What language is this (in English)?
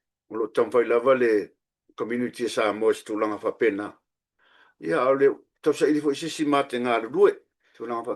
Samoan